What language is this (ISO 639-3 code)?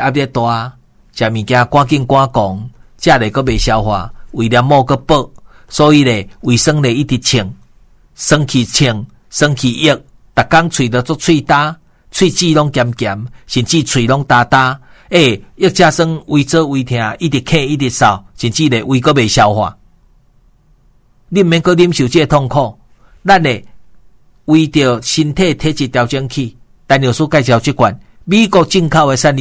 nan